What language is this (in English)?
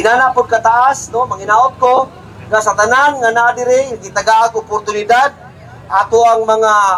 Cebuano